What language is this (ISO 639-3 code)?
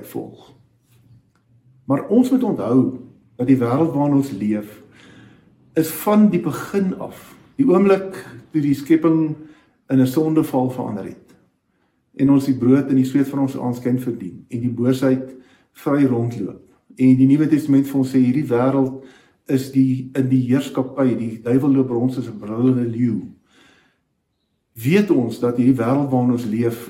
afr